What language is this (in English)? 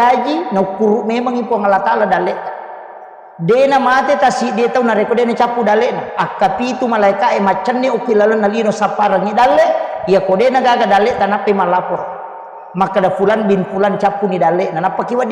Buginese